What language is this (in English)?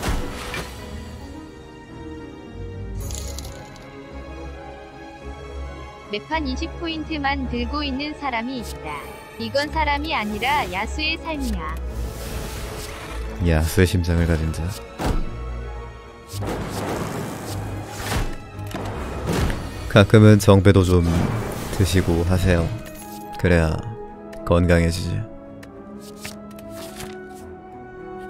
Korean